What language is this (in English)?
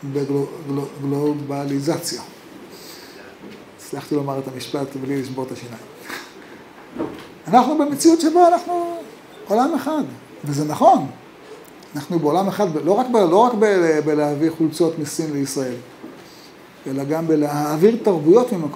Hebrew